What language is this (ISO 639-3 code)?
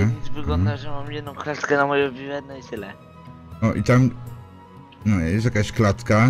pol